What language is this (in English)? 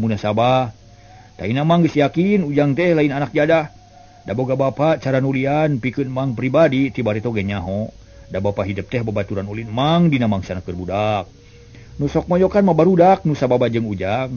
Sundanese